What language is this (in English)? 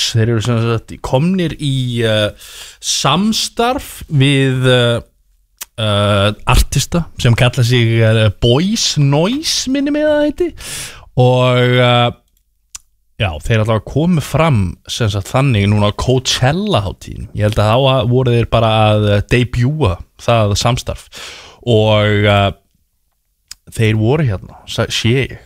Icelandic